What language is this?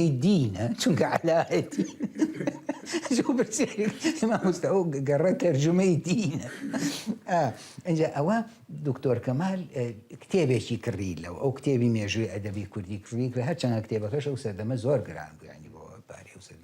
Central Kurdish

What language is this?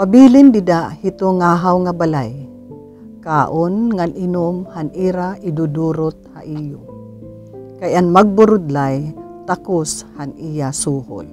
Waray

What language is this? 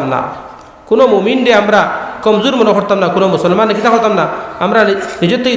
Sylheti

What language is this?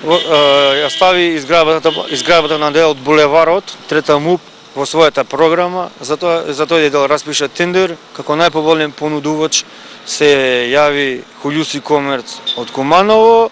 Macedonian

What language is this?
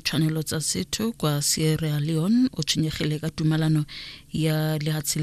Tswana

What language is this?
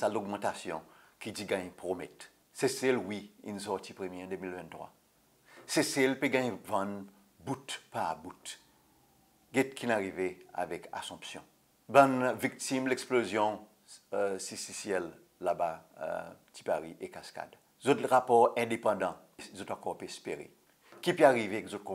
Seselwa Creole French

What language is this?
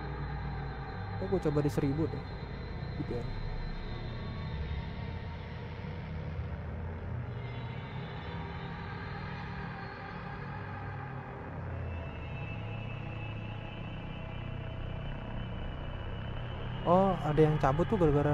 Indonesian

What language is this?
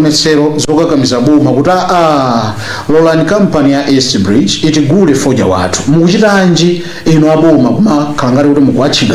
Nyanja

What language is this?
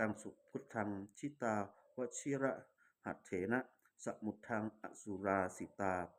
Pali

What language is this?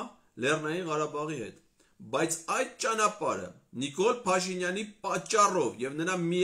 Armenian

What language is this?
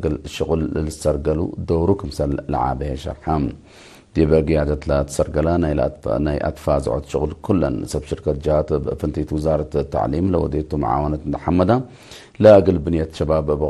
Tigre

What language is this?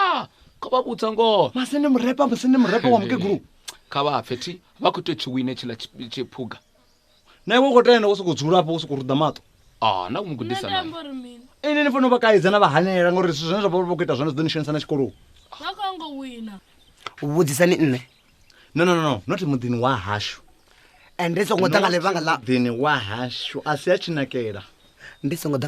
Venda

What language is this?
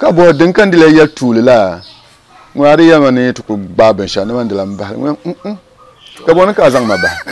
Dagbani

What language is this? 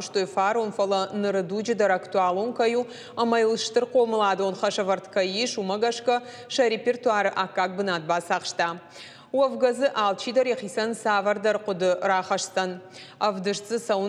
Ossetic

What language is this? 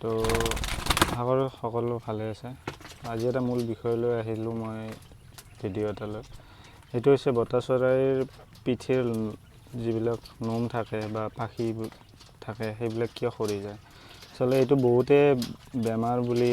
Assamese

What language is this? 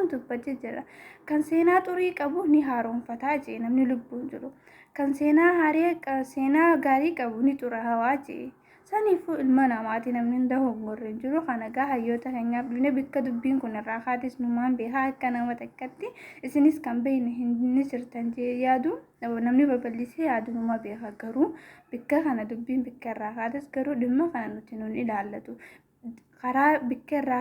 Oromo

